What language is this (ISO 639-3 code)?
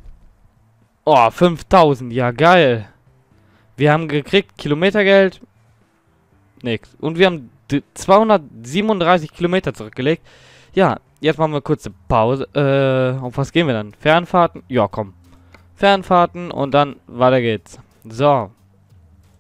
deu